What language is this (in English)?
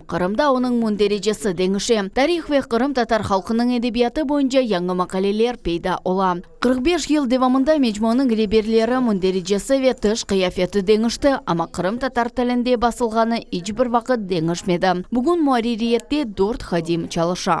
Crimean Tatar